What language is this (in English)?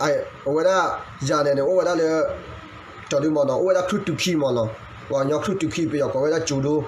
S'gaw Karen